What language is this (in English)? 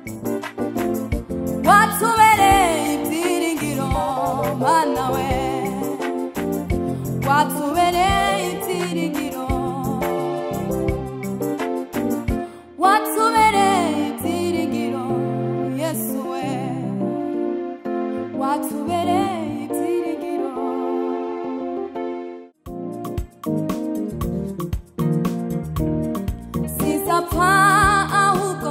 Kinyarwanda